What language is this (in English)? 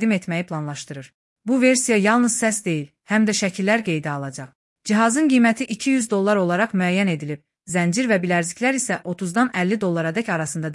Azerbaijani